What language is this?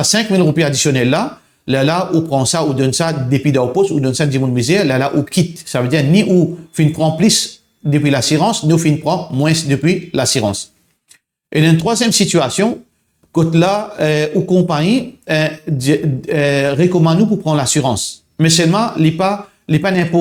Morisyen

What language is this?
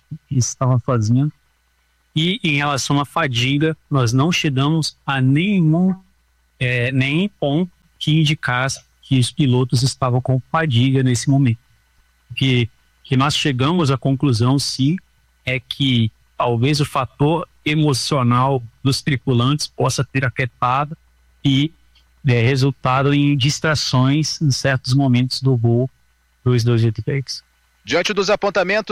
Portuguese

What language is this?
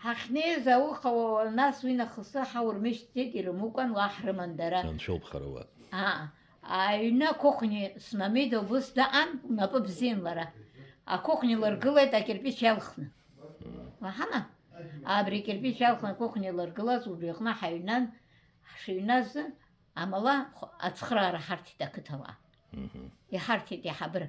Abkhazian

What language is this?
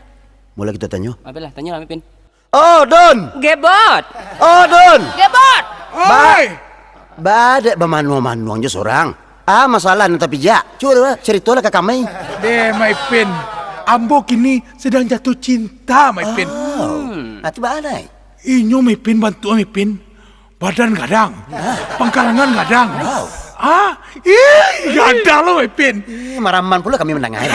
Minangkabau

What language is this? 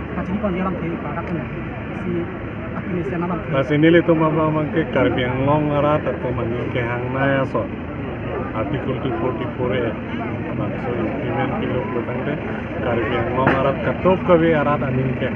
Karbi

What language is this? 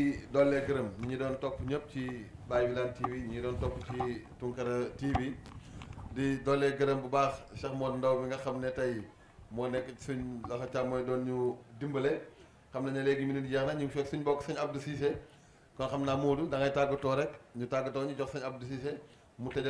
Wolof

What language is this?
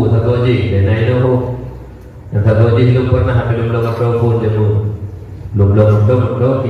Achinese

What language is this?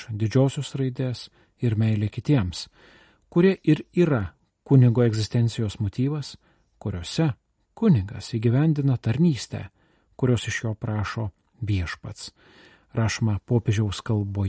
Lithuanian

